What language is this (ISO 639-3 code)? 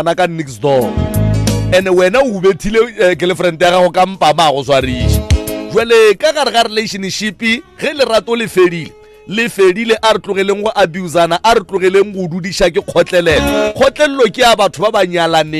nso